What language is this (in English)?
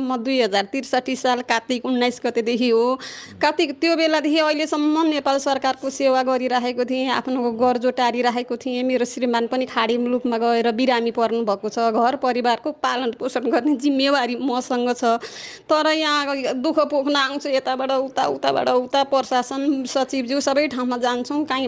Nepali